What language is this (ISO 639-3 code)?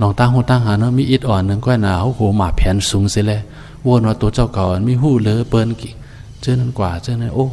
shn